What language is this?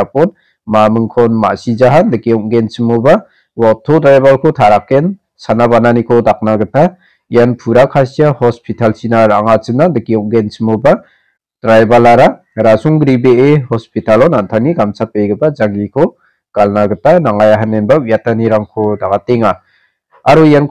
Garo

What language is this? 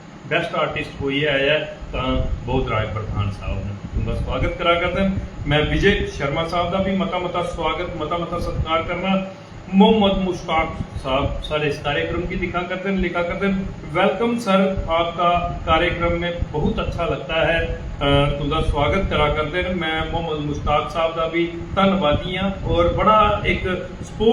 Dogri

